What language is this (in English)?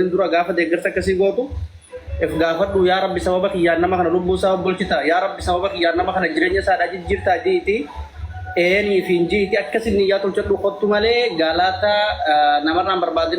Oromo